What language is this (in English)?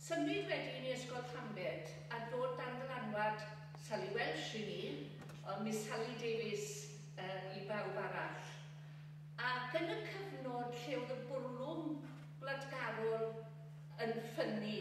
Welsh